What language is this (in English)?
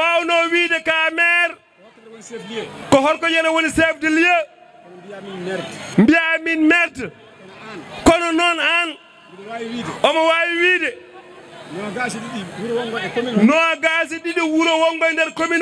Fula